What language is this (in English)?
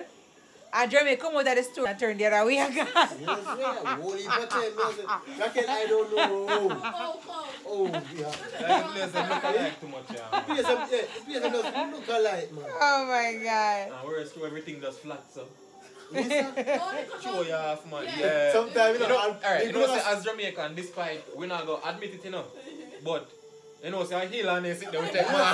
Jamaican Creole English